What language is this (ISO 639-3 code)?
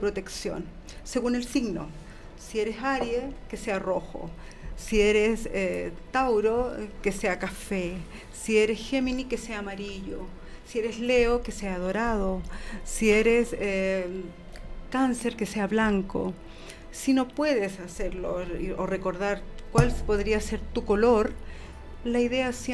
spa